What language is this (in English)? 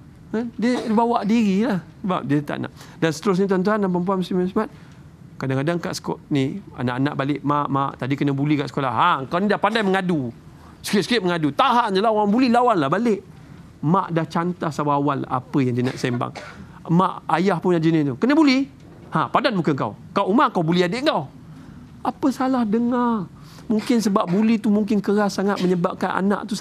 Malay